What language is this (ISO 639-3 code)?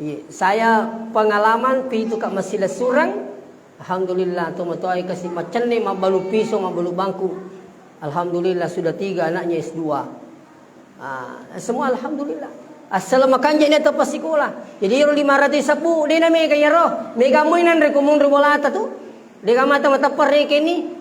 bug